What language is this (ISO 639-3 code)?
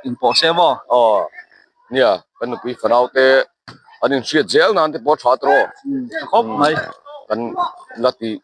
lus